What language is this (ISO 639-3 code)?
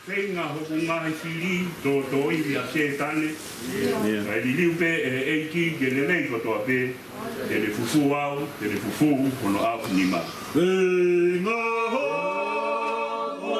ton